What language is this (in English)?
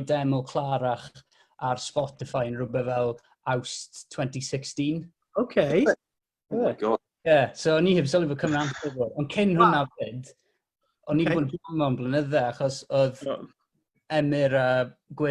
Welsh